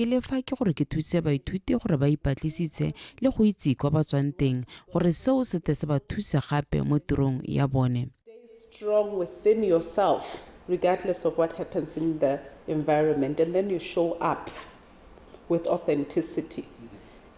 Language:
Tswana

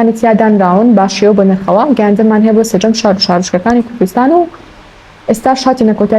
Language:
Central Kurdish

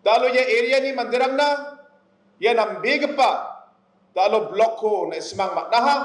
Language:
Garo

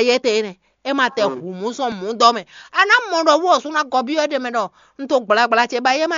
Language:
Fon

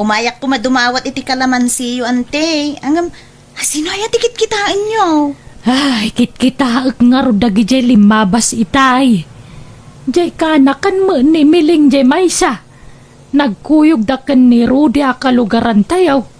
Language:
Iloko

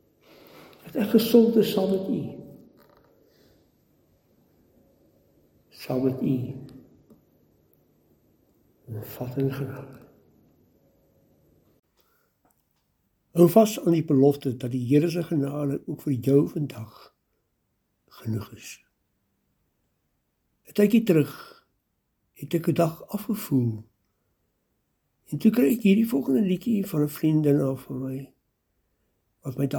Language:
Afrikaans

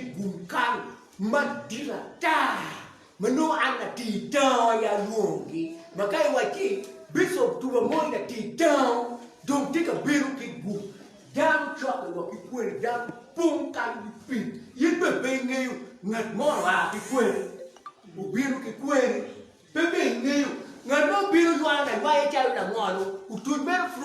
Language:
Acoli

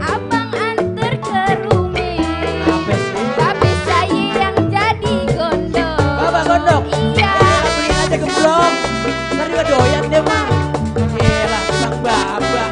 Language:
Betawi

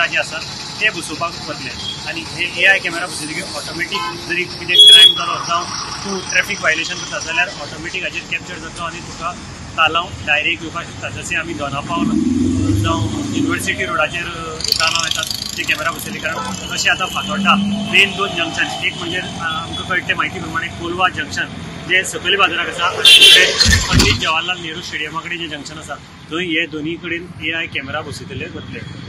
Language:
Konkani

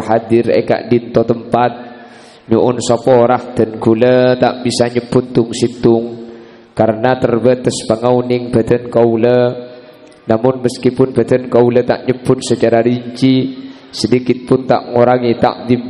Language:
Madurese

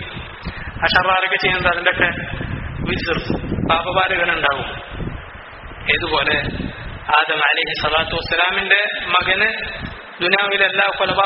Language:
Malayalam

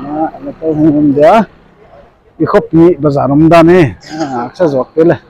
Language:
Paite Chin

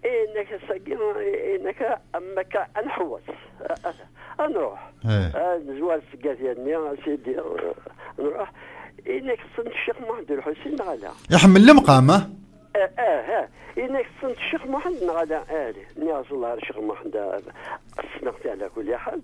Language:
Kabyle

